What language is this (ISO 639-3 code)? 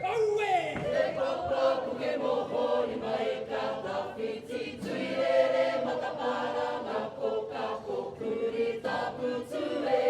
mri